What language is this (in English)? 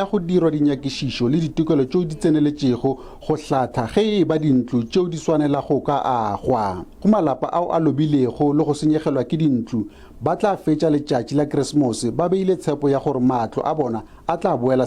Northern Sotho